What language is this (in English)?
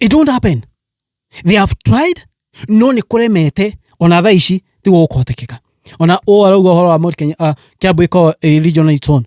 Kikuyu